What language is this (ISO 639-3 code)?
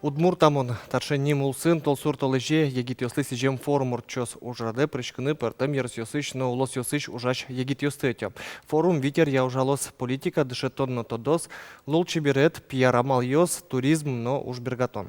udm